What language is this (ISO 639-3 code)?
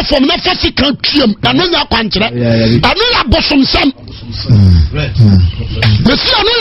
aka